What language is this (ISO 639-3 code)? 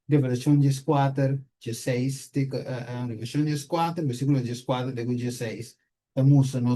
pap